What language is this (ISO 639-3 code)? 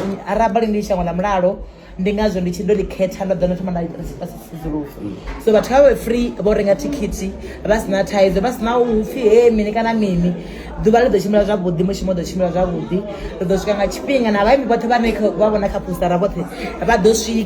ven